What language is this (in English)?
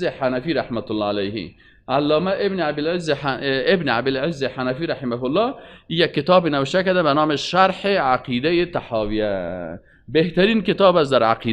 Persian